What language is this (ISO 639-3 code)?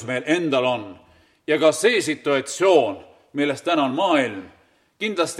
est